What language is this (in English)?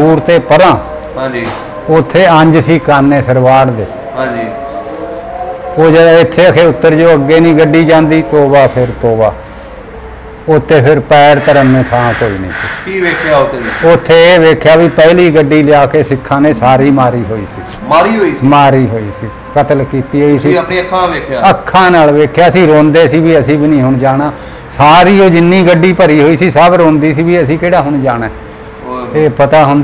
Punjabi